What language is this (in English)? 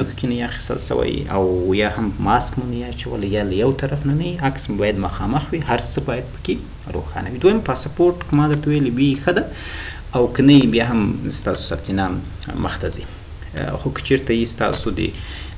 Pashto